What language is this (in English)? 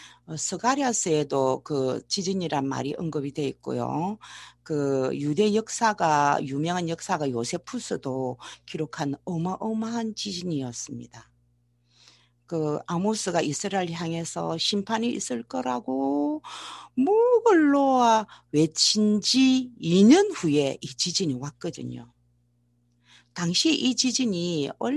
Korean